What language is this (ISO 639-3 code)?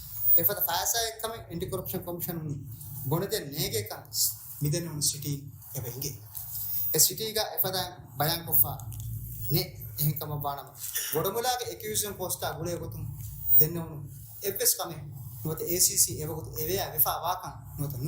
div